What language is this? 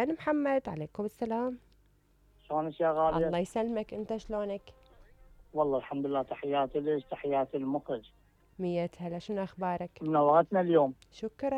Mesopotamian Arabic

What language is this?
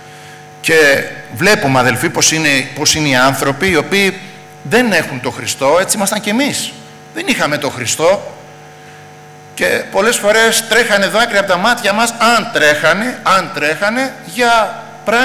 Greek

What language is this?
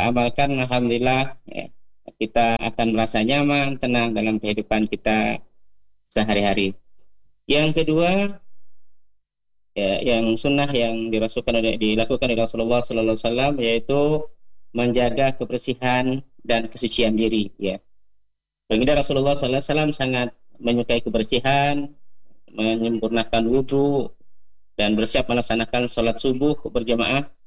Indonesian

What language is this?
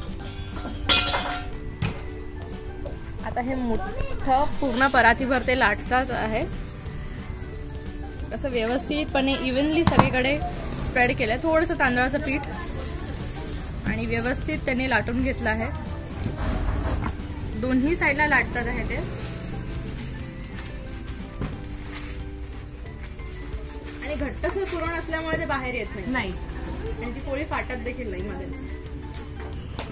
Marathi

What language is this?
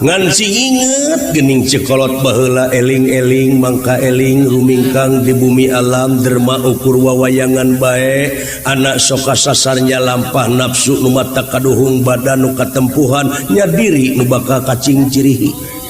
Sundanese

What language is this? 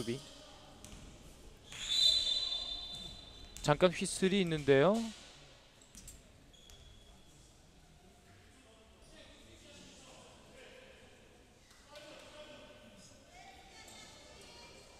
Korean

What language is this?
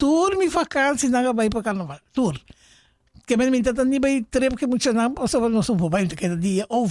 Papiamento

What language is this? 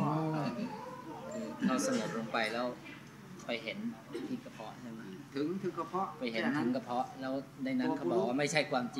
Thai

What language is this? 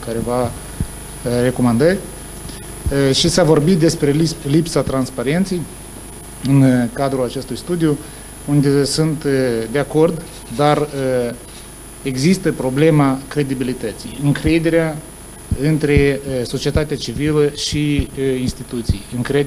Romanian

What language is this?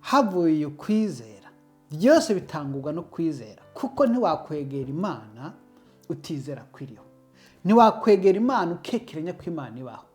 Rundi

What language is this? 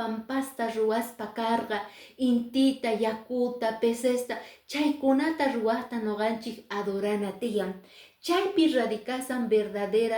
Quechua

